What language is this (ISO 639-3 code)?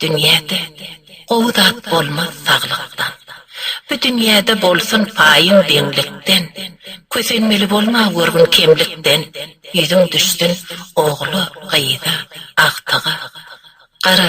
tuk